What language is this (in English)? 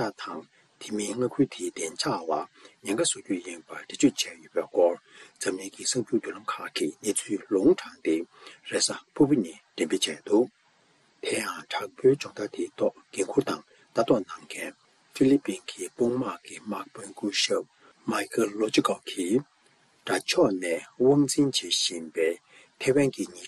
Tibetan